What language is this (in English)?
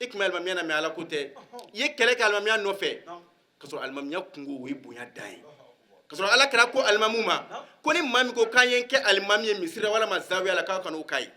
Bambara